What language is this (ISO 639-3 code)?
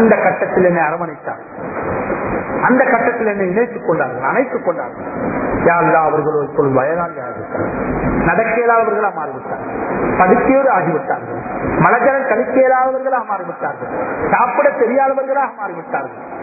tam